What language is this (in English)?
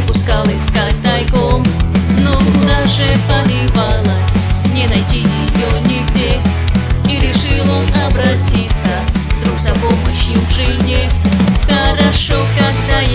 Russian